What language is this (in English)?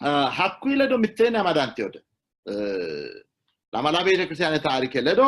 Sidamo